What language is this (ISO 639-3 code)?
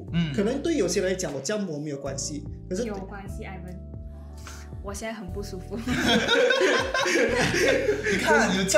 zho